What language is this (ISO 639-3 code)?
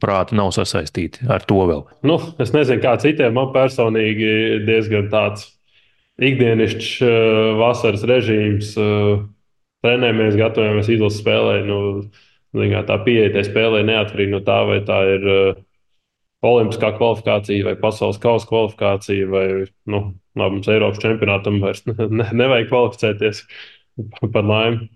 lav